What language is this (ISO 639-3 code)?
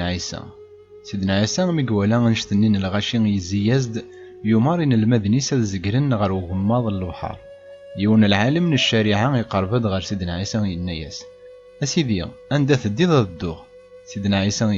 kab